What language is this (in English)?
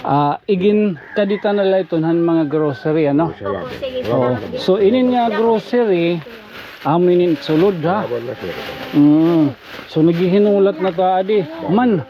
Waray